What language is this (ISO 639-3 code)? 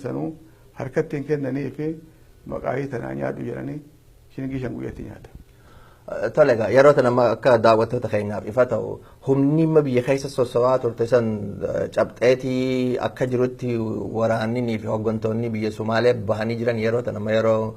orm